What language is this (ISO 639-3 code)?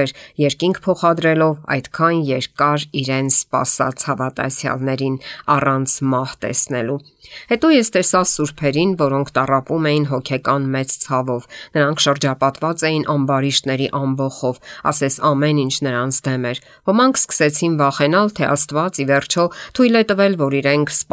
hye